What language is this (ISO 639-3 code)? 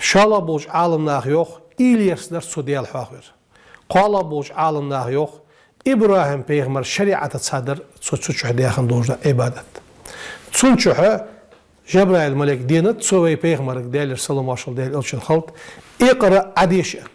inh